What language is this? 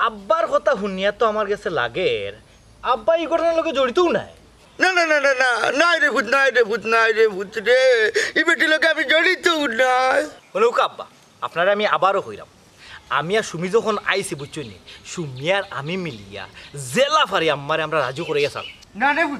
Sylheti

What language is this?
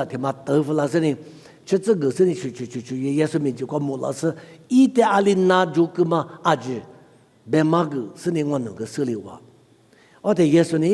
Lisu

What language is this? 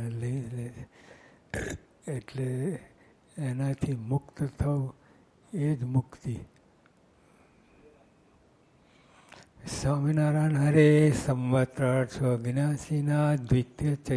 Gujarati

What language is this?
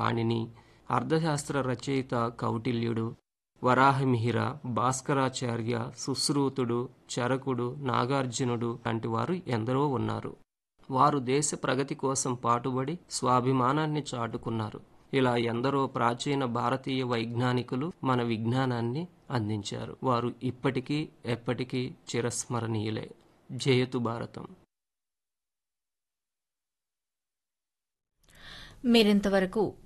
Telugu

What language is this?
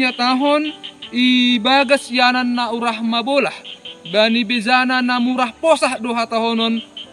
Batak Simalungun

